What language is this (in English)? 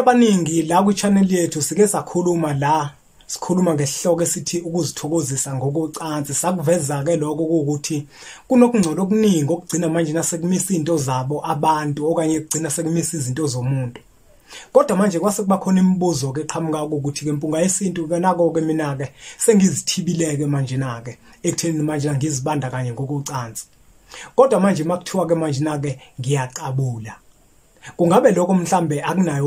Zulu